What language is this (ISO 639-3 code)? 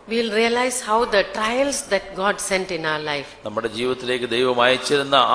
mal